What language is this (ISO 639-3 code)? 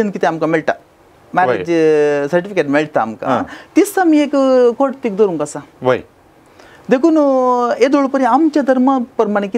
kok